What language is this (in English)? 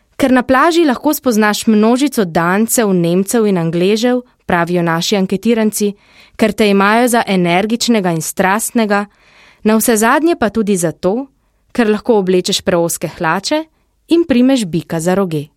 Slovenian